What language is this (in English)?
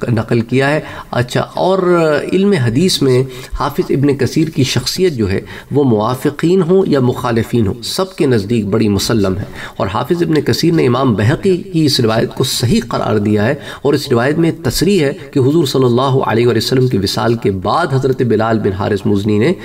Urdu